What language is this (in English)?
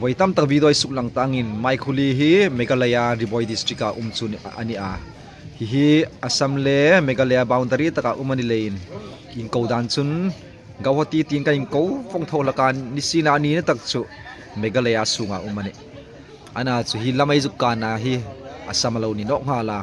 Hmar